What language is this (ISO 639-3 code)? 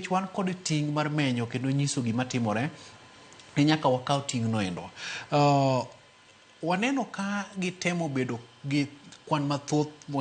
luo